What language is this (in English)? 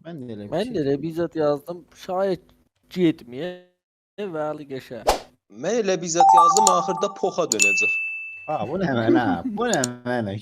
South Azerbaijani